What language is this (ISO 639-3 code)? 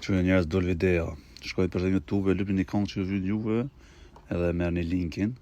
sqi